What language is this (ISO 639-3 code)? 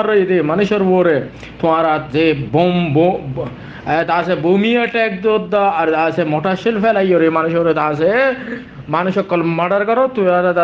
rhg